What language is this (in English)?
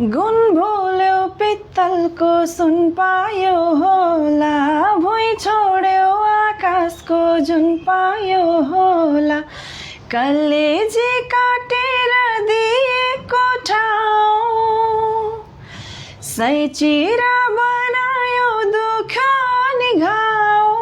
Nepali